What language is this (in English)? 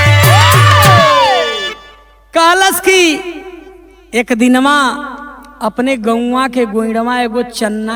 Bhojpuri